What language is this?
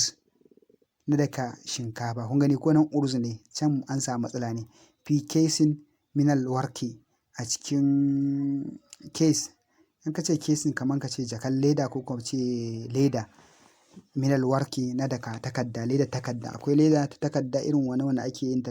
Hausa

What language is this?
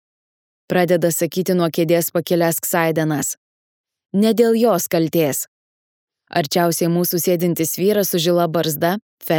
Lithuanian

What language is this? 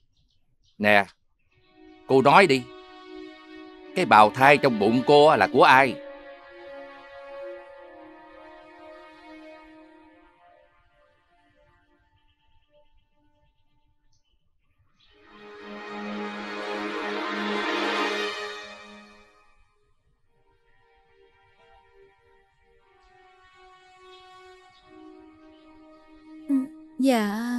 Vietnamese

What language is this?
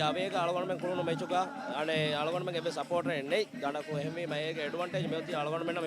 Divehi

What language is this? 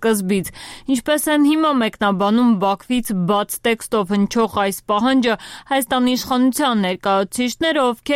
Armenian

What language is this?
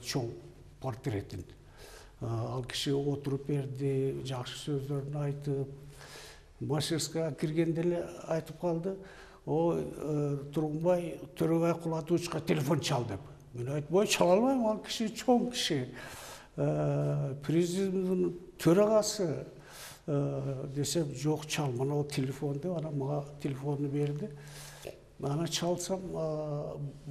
Kyrgyz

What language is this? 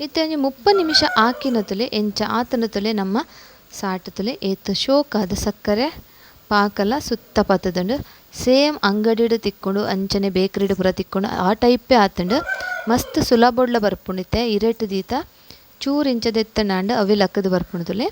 Tulu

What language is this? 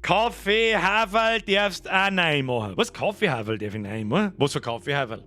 Bavarian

